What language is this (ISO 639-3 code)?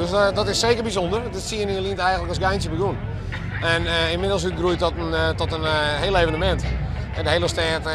fry